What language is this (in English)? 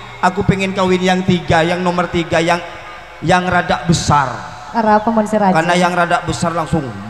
Madurese